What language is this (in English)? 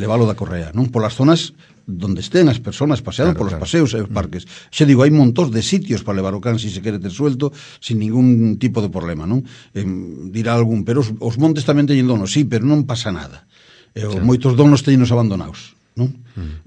Galician